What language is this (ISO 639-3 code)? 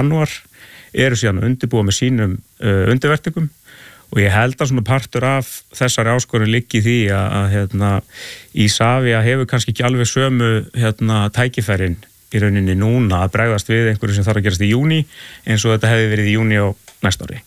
isl